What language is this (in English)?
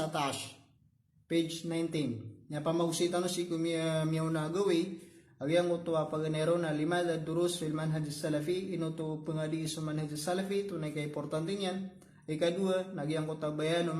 Maranao